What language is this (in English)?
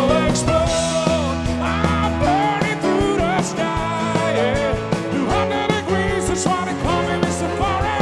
Swedish